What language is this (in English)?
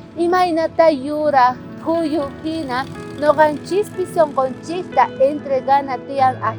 South Bolivian Quechua